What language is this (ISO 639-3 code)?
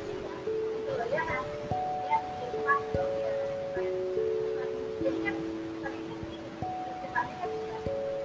ind